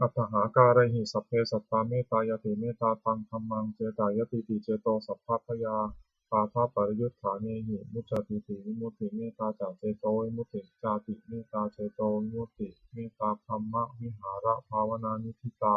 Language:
Pali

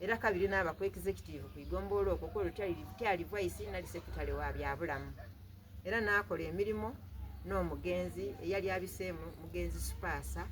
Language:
Soga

